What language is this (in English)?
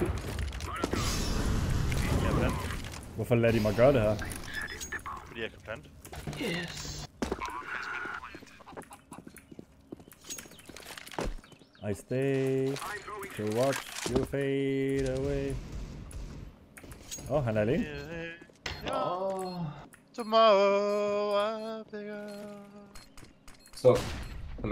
Danish